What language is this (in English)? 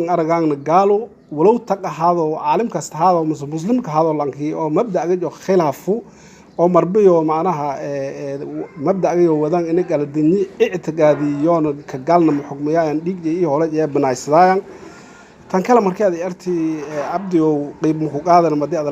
Somali